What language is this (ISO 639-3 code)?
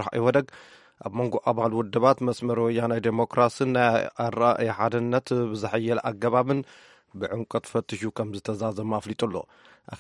tir